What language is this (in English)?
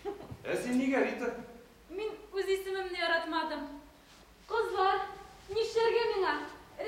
Tatar